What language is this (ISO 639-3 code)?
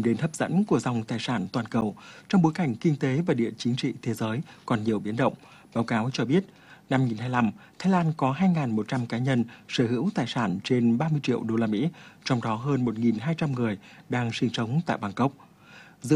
vie